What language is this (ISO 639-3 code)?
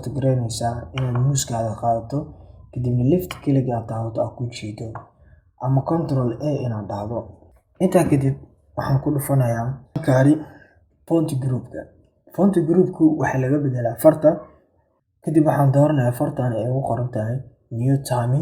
som